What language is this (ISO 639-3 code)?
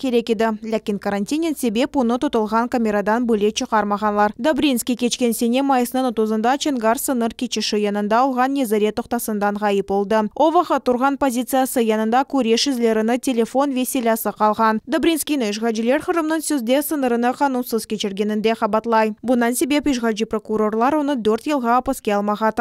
crh